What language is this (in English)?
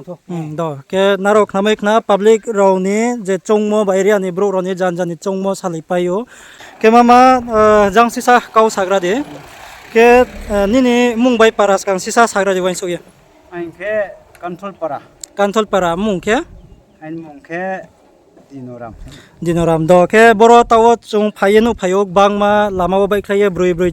Riang (India)